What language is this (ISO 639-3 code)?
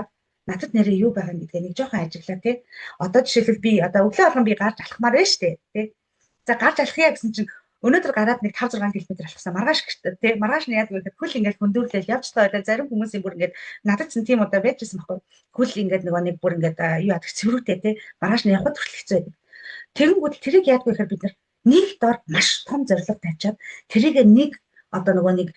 mon